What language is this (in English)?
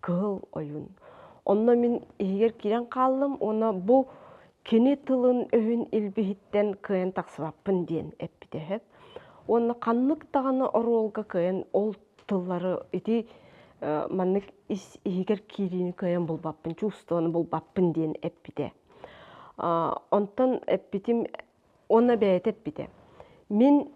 Yakut